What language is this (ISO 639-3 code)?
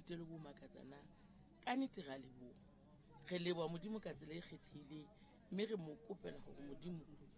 sot